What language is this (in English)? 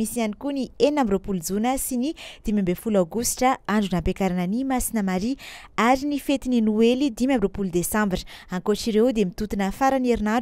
Malagasy